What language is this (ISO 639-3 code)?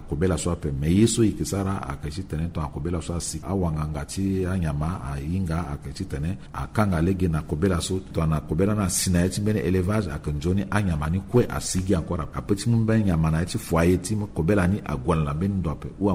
sag